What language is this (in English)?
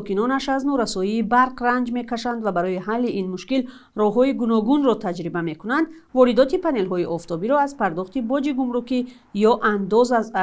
Tajik